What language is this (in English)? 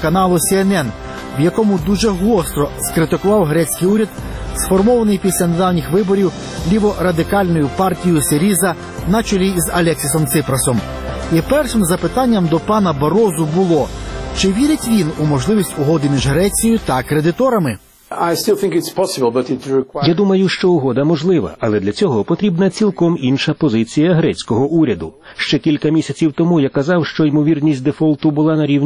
Ukrainian